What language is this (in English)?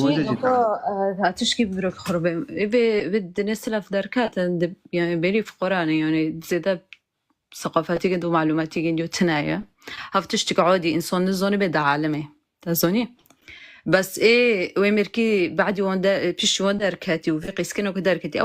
Kurdish